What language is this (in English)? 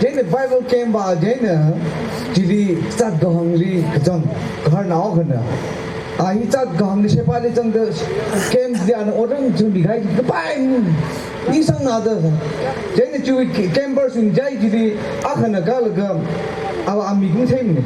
Tangkhul Naga (India)